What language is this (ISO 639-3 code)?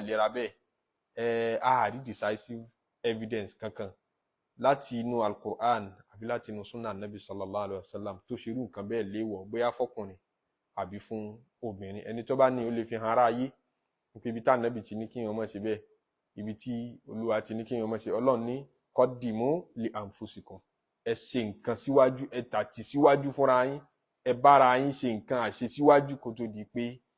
yor